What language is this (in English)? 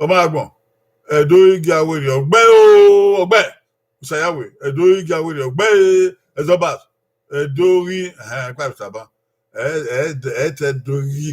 Bini